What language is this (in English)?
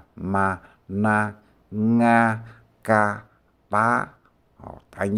Hakka Chinese